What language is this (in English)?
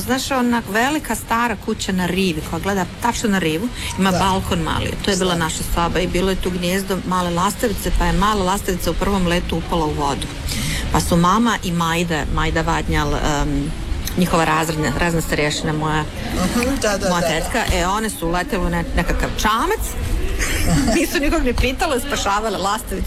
Croatian